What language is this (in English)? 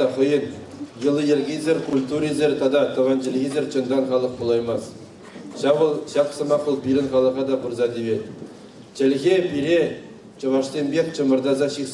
Chuvash